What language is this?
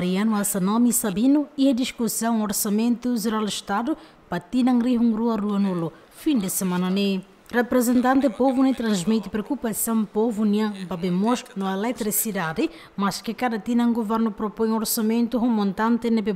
Tetum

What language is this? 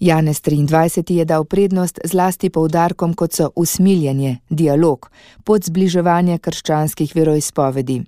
Slovenian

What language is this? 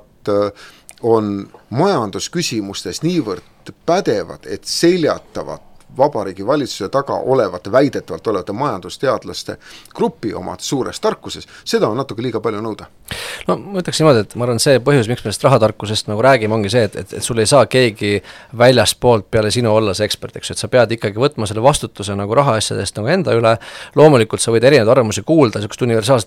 Estonian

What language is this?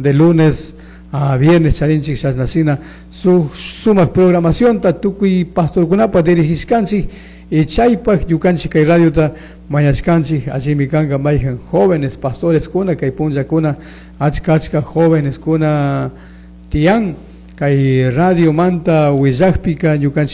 Chimborazo Highland Quichua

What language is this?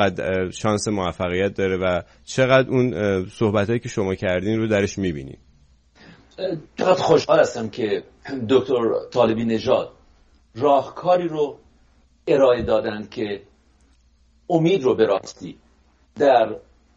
Persian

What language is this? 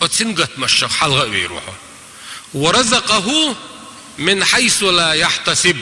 Chechen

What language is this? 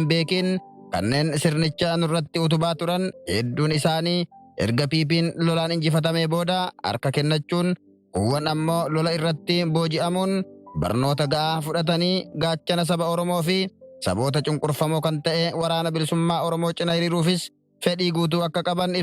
Oromo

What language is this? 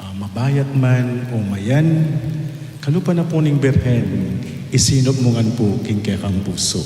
Pampanga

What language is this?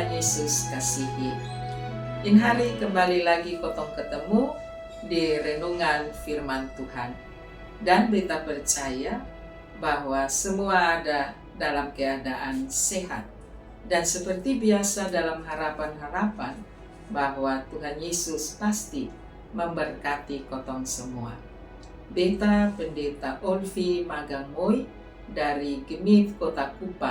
Kupang Malay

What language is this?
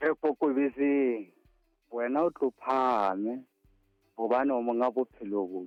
Southern Sotho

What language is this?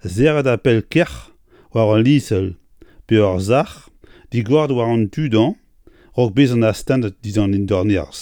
Breton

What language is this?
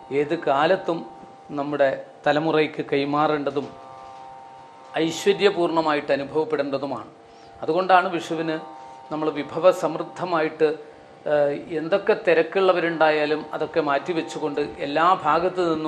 Malayalam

